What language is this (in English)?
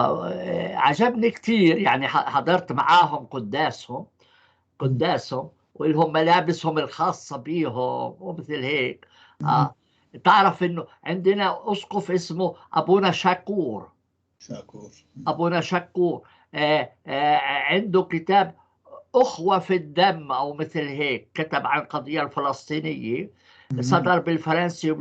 North Levantine Arabic